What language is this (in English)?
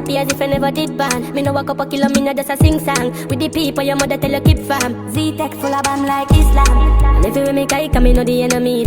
Jamaican Creole English